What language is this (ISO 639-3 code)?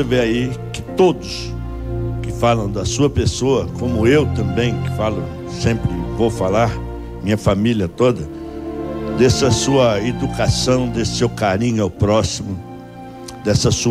por